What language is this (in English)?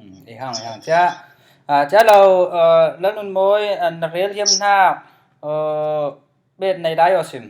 Falam Chin